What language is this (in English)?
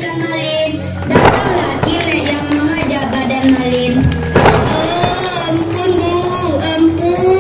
Minangkabau